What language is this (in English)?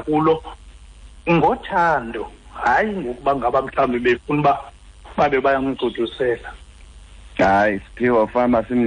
Xhosa